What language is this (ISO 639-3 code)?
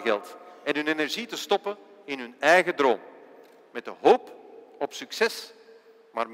nld